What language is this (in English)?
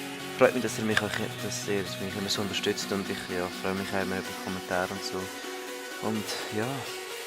Swiss German